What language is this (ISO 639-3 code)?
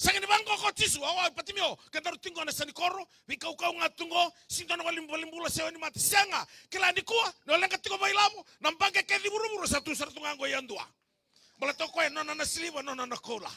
fij